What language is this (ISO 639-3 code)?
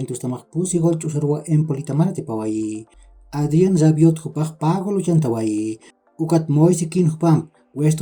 aym